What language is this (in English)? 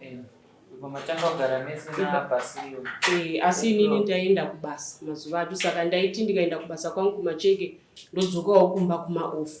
Shona